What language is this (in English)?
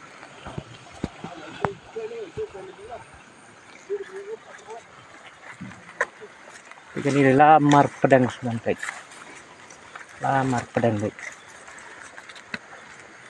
Khasi